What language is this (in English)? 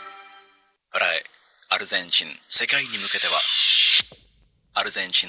Japanese